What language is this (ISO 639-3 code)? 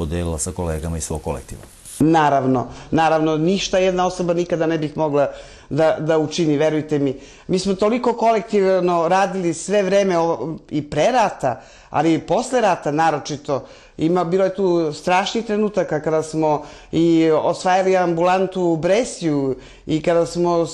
srp